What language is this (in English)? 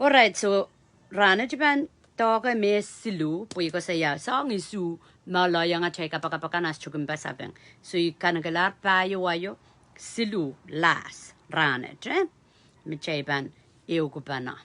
Pohnpeian